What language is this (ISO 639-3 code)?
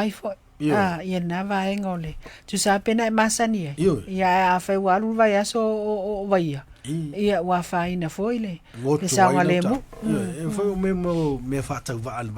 smo